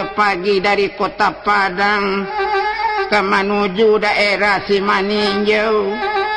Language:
Minangkabau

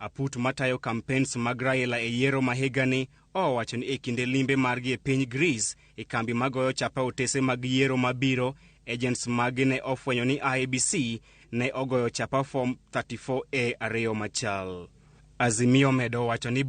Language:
Luo (Kenya and Tanzania)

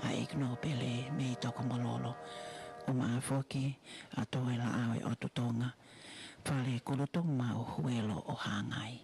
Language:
Tongan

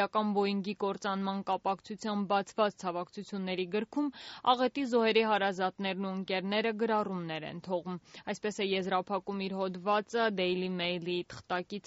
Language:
Armenian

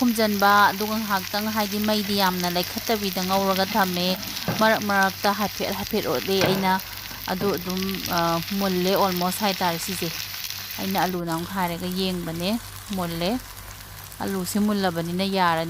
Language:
Manipuri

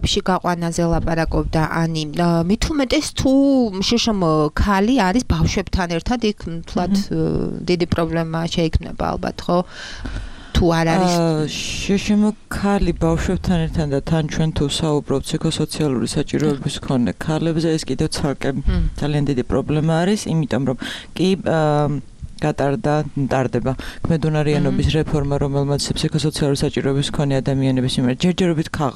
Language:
Georgian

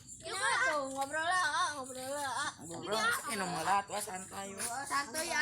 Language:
Sundanese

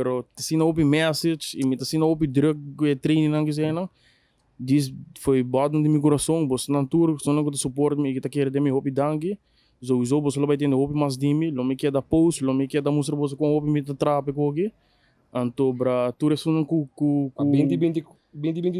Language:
Papiamento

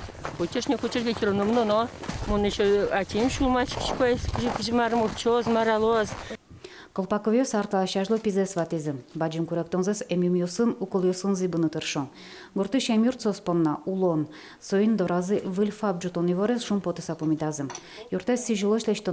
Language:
Udmurt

